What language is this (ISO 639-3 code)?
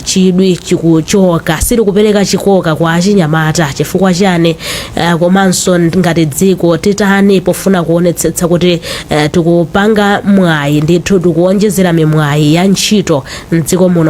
nya